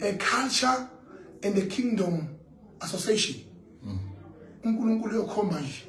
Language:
Zulu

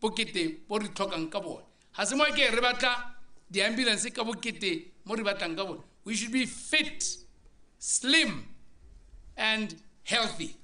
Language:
Tswana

